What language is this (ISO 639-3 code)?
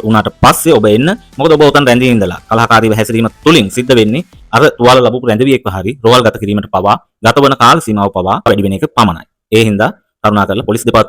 sin